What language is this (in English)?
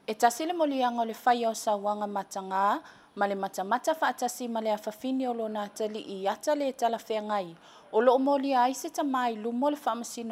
Samoan